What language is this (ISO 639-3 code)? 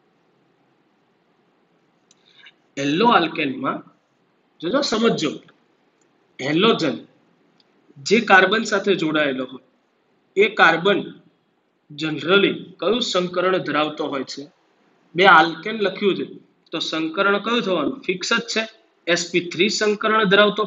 guj